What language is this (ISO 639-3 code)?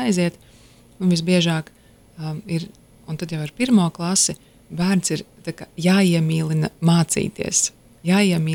lav